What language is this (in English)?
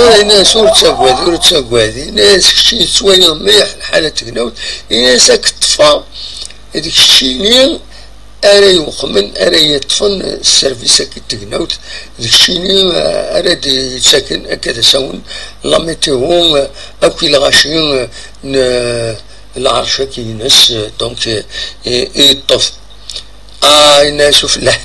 Kabyle